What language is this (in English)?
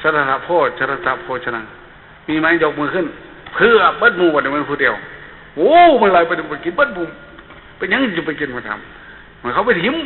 Northeastern Thai